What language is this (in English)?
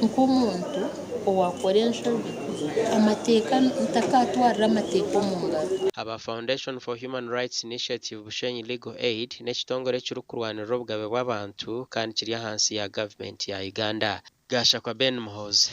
Nyankole